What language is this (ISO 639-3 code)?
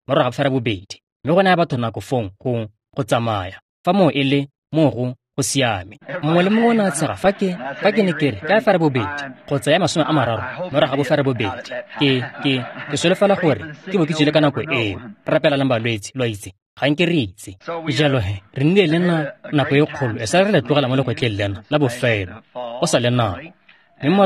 tsn